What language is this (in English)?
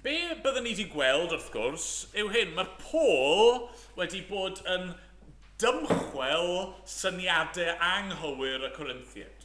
Welsh